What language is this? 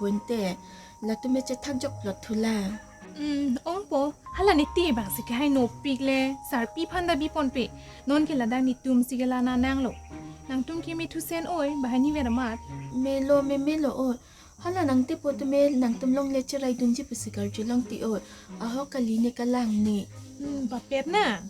Karbi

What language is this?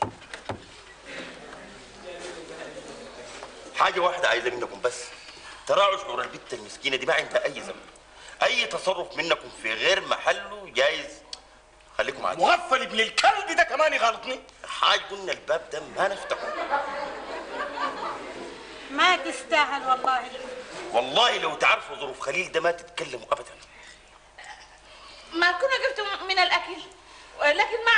Sudanese Arabic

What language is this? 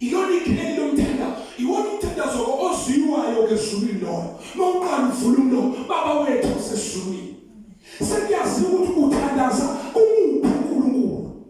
Zulu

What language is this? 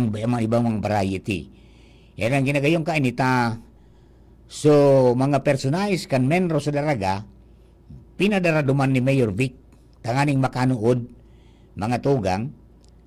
Bikol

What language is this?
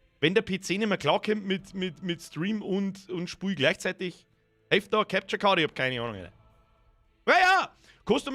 Bavarian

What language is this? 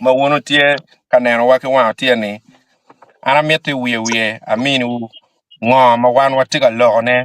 Acoli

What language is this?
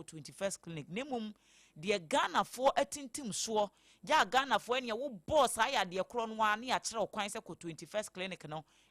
Akan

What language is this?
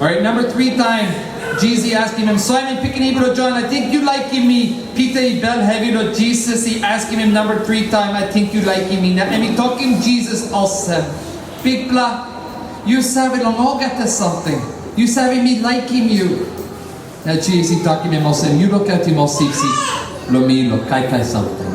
Tok Pisin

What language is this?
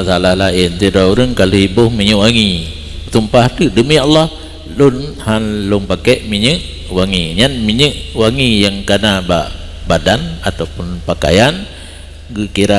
Achinese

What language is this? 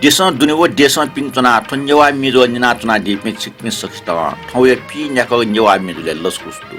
Newari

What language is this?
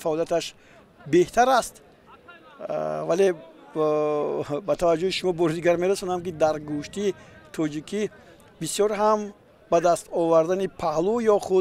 Tajik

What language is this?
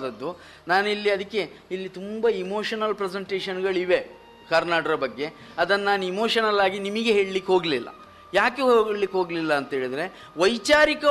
Kannada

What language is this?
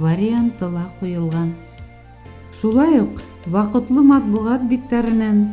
Bashkir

